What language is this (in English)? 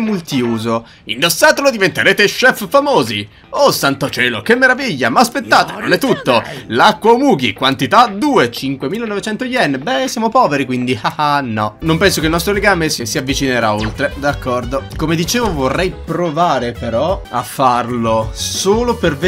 Italian